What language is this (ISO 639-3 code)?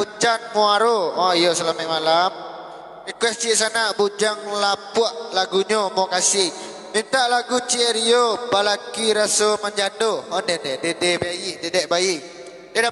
min